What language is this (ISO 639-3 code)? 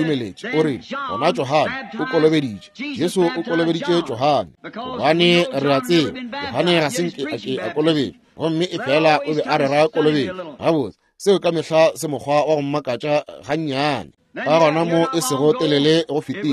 nso